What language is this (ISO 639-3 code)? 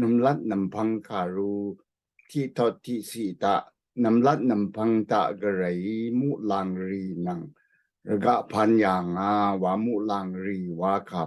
raw